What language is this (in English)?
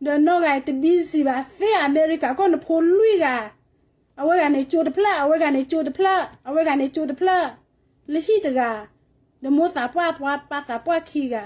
S'gaw Karen